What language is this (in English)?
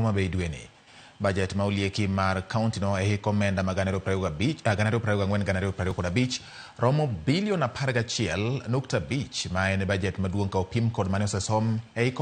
Luo (Kenya and Tanzania)